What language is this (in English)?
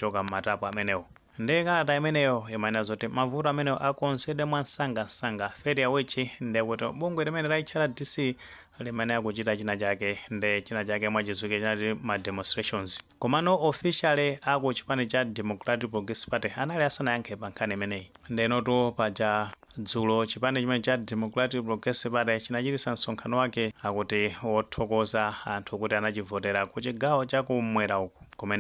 Nyanja